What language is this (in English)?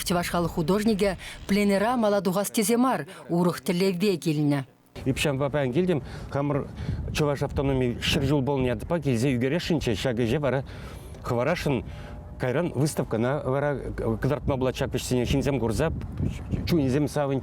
Chuvash